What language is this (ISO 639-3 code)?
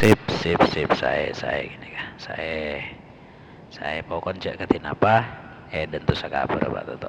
mad